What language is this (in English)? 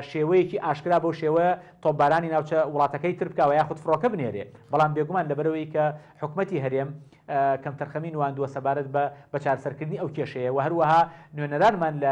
Central Kurdish